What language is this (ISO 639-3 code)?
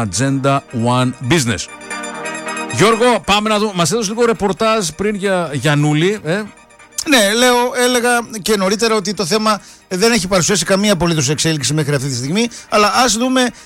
ell